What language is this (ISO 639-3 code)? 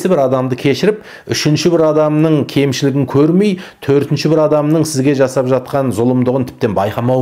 kaz